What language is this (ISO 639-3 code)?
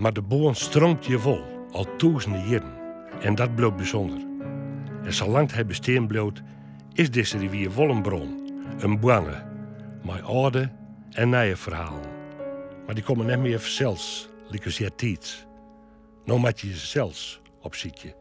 fry